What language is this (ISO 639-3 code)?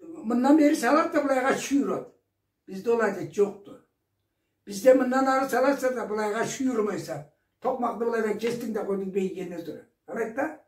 krc